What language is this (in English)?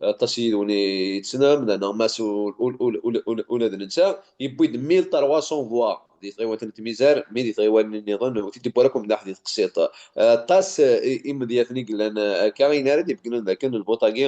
Kabyle